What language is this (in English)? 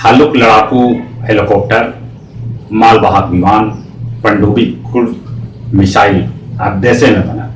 Magahi